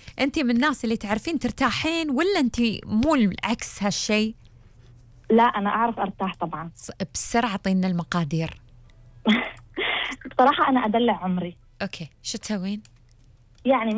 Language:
Gulf Arabic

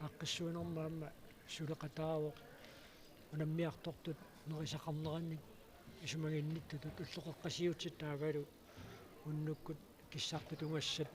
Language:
Kalaallisut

